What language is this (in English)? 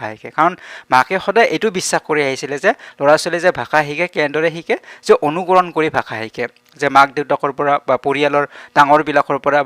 Assamese